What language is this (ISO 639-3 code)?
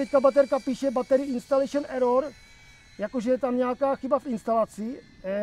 ces